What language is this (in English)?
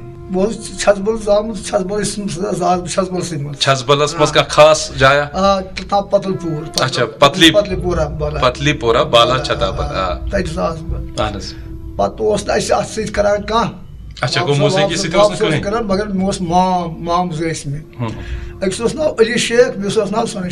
Kashmiri